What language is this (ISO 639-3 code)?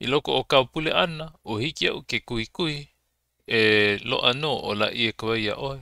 haw